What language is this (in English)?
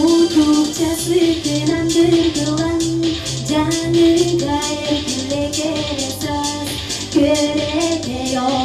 Yakut